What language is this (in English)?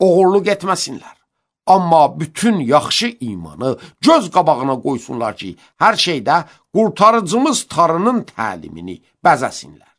Azerbaijani